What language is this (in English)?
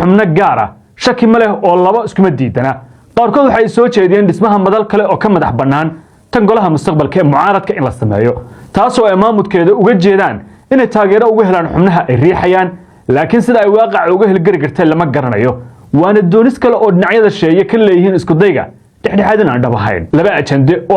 Somali